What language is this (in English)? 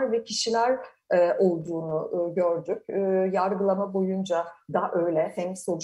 Turkish